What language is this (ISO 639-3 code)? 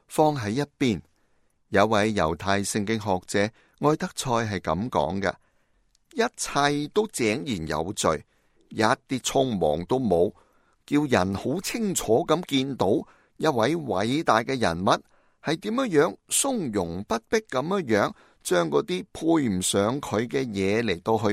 yue